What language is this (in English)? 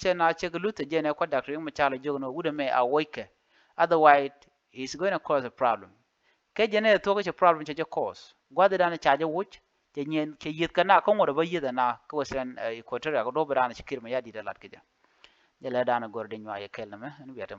Nuer